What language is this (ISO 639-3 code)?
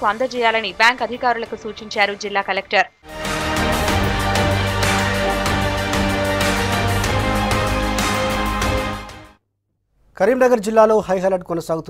tel